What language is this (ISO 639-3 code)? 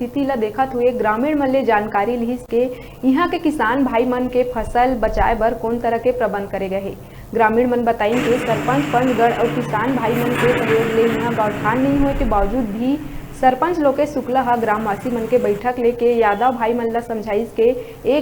hne